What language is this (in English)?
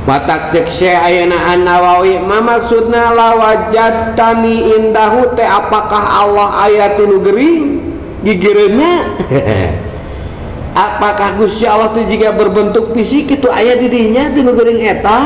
Sundanese